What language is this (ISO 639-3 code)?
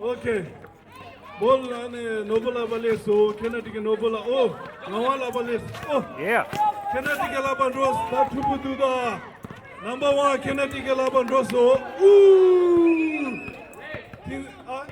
bod